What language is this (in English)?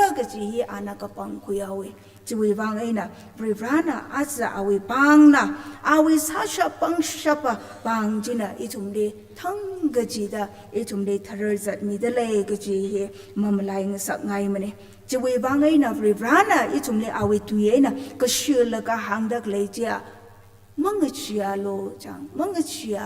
Tangkhul Naga (India)